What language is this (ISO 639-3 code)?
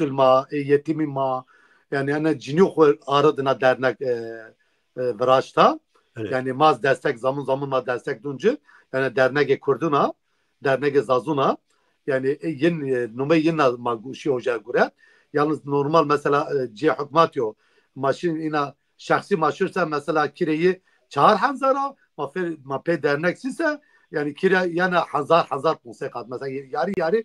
zza